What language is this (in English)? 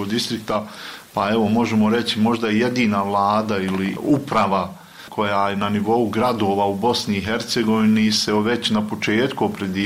Bosnian